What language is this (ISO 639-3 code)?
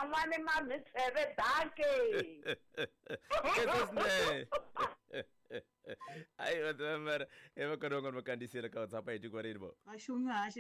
tso